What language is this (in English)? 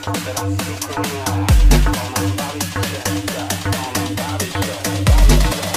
Polish